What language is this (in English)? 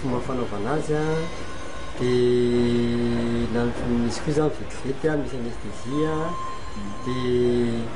Malagasy